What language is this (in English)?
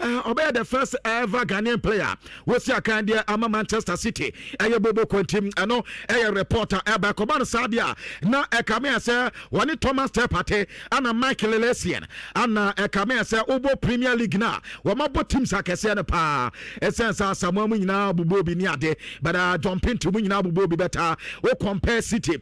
Akan